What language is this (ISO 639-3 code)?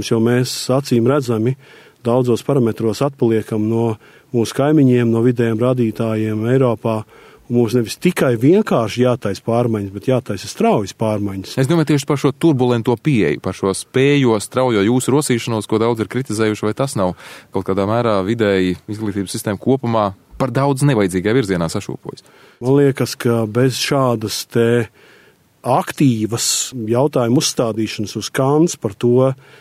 lav